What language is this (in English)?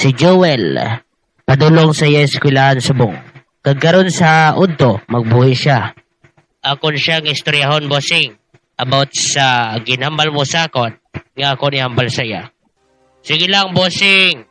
Hiligaynon